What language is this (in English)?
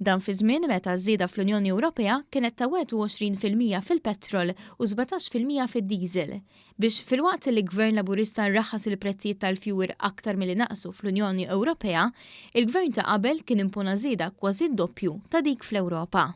Maltese